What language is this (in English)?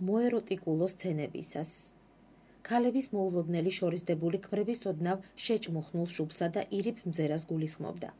Georgian